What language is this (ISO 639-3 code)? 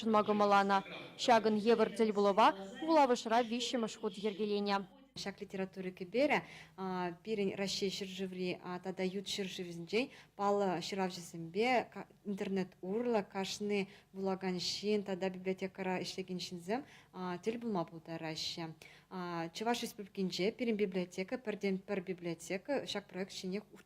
chv